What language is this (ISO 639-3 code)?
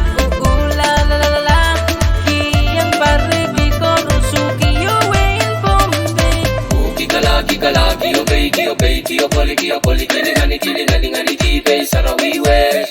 pon